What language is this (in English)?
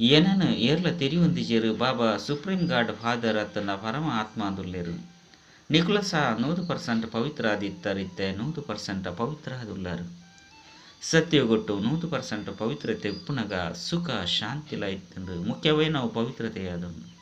Tulu